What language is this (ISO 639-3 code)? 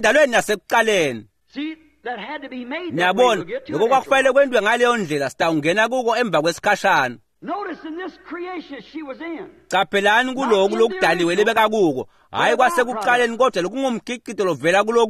ssw